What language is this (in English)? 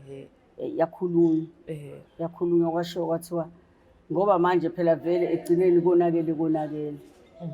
Zulu